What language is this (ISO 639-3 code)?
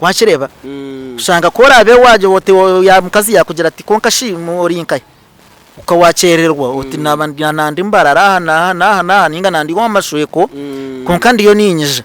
nyn